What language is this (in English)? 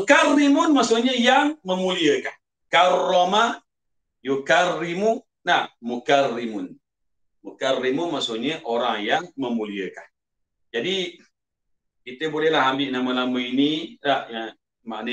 Malay